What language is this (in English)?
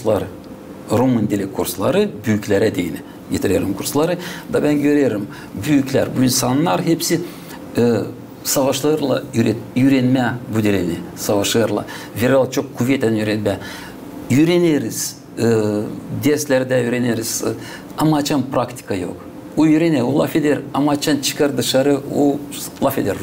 Gagauz